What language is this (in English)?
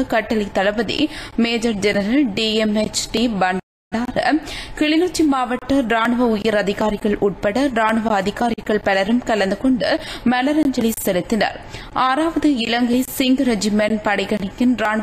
Tamil